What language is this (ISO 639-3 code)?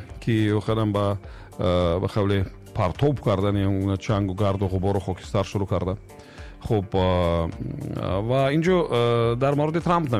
tgk